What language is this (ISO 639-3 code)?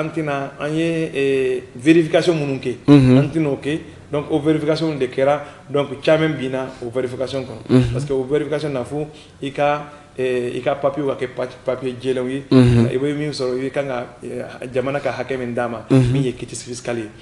bam